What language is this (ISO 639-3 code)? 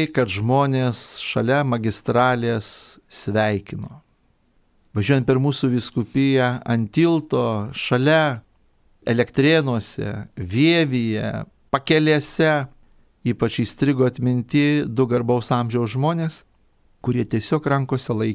lit